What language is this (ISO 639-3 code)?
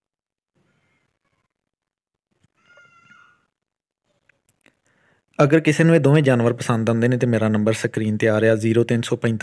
pan